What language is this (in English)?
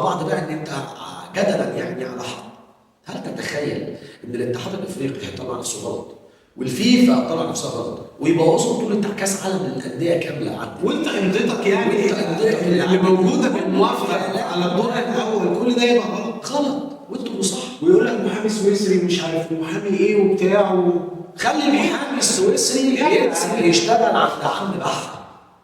Egyptian Arabic